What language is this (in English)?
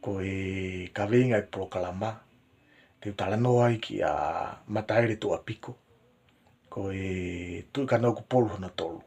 Tongan